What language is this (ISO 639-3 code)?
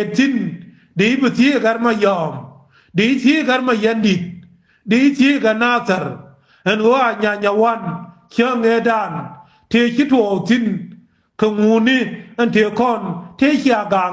nus